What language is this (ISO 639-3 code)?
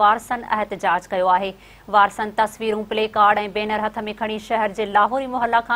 snd